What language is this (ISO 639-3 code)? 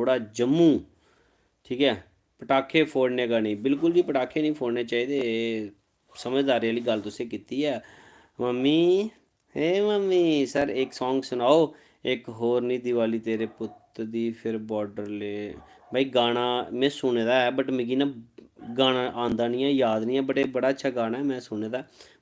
doi